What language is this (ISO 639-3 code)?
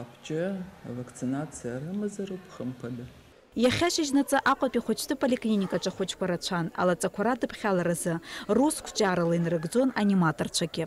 abk